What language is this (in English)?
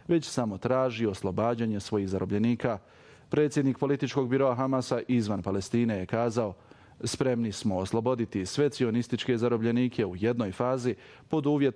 Bosnian